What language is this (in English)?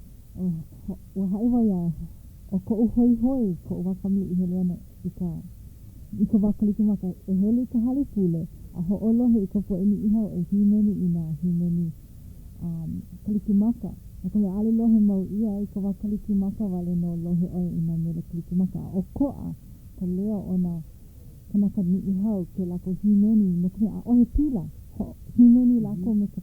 Hawaiian